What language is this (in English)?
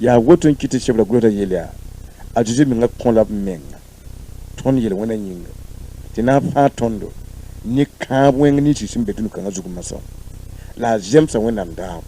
Mossi